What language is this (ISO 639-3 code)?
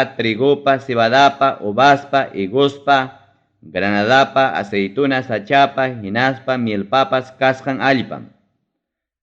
quy